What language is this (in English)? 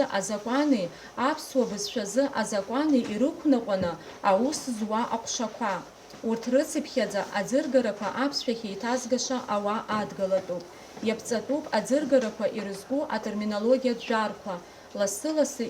Abkhazian